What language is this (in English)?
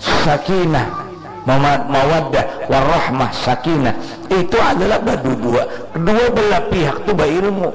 Banjar